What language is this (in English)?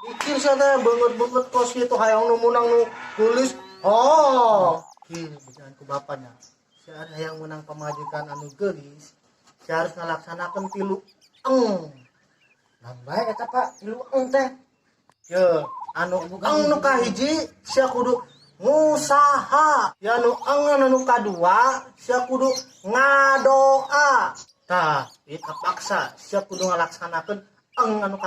Sundanese